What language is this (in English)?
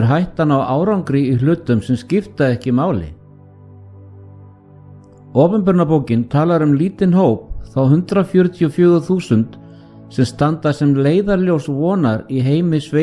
Icelandic